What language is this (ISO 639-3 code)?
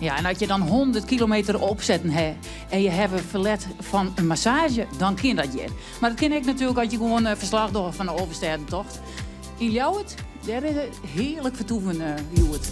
fry